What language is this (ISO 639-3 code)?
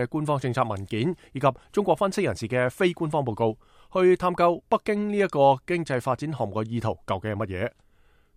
yue